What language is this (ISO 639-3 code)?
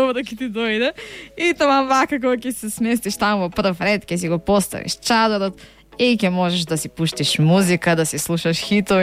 mkd